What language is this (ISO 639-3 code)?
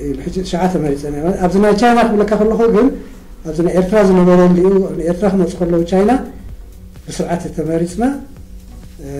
tir